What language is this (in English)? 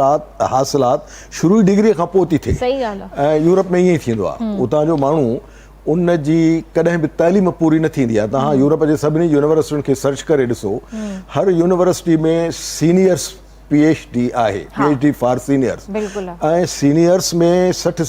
Sindhi